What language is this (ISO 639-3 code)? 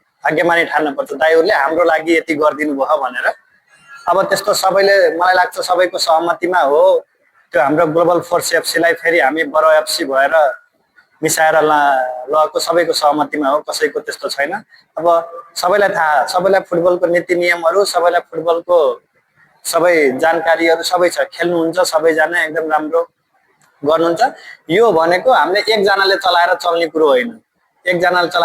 nep